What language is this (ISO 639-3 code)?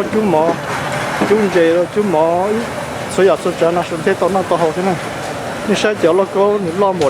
hmn